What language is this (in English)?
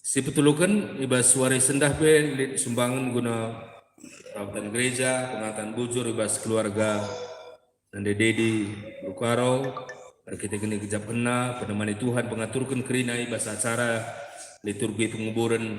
Batak Karo